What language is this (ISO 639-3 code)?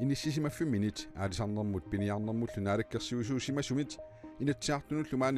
kal